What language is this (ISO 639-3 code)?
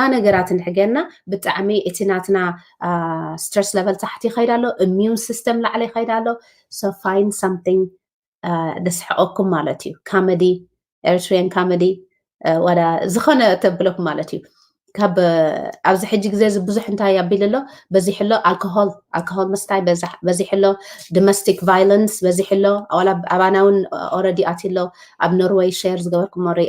tir